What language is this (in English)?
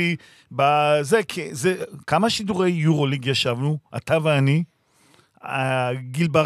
Hebrew